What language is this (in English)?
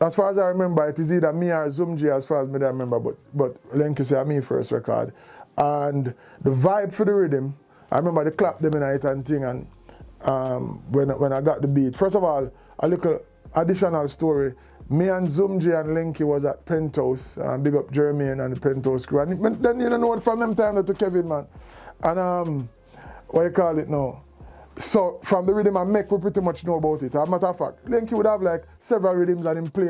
Jamaican Creole English